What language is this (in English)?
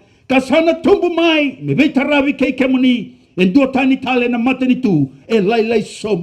Fijian